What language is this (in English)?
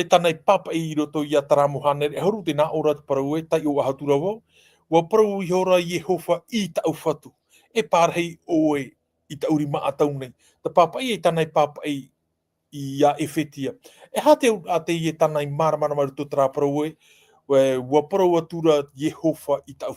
Tahitian